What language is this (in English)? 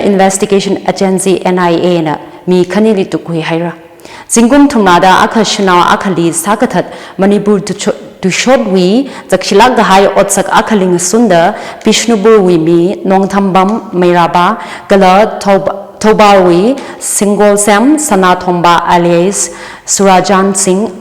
Tangkhul Naga (India)